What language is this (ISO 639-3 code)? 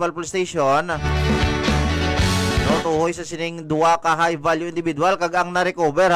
hil